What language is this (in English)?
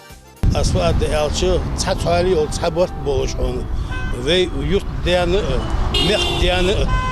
Ingush